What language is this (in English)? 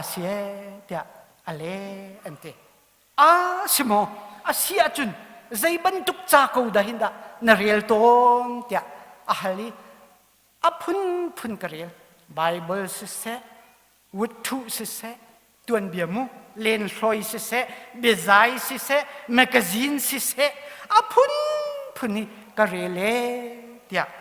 Hakha Chin